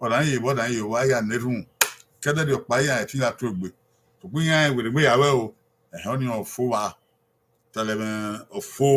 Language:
Bini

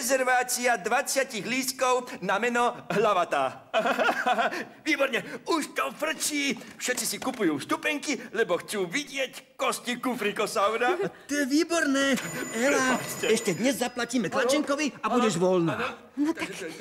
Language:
Slovak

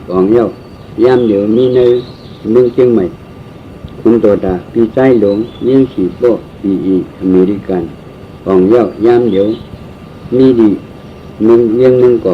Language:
Shan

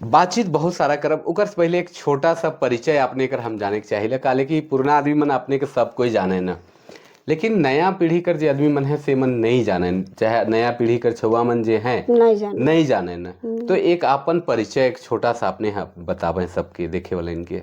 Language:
Sadri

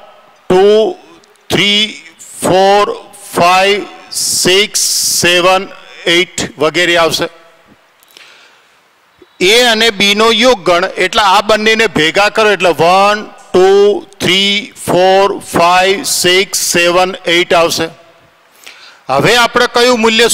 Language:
Gujarati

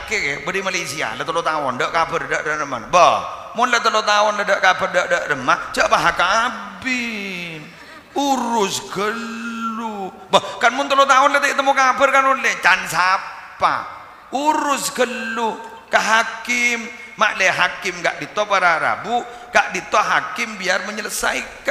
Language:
Madurese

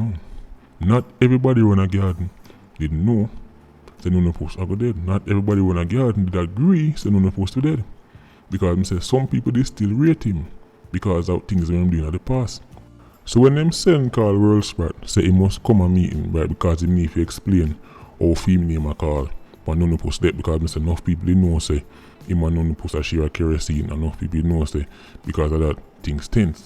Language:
Jamaican Creole English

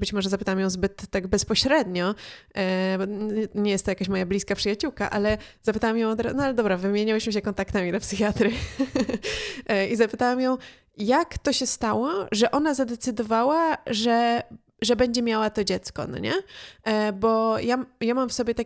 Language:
Polish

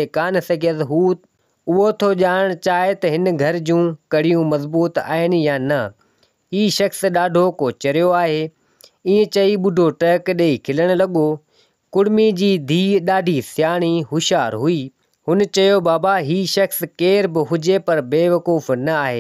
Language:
Sindhi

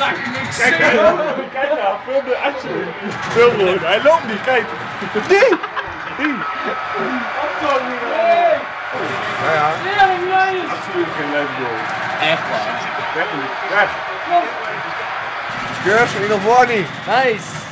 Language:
Dutch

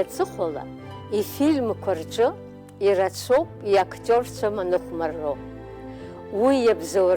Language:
Abkhazian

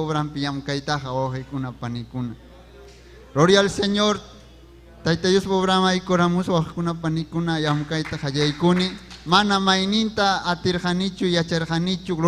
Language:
Ayacucho Quechua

